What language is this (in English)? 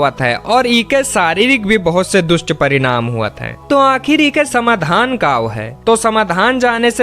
Awadhi